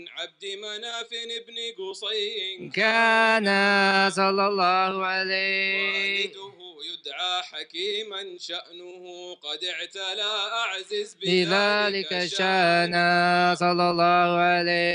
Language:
Arabic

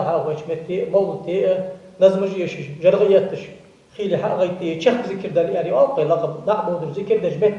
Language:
Ingush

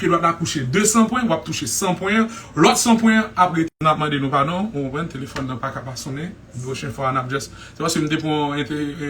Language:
Haitian Creole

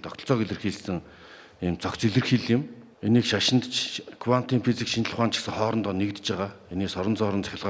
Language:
Mongolian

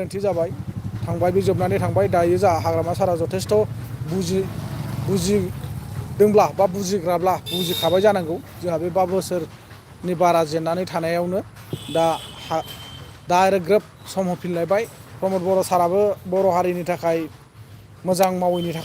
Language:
Bodo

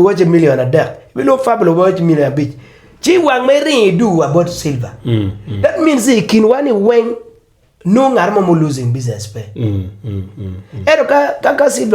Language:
Acoli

